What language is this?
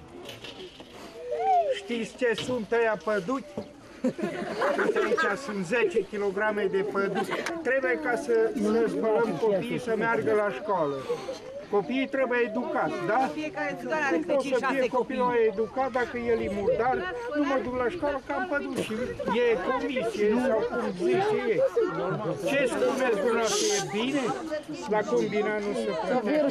Romanian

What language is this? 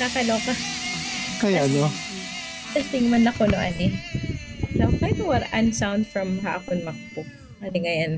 Waray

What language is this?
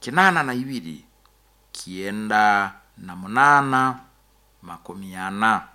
Nyankole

